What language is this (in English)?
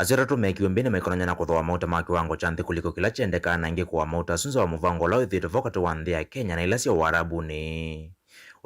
Kamba